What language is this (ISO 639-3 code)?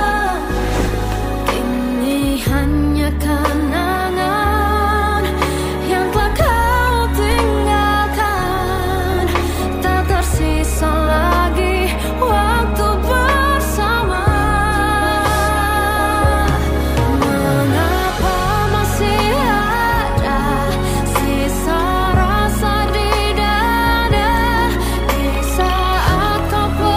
ind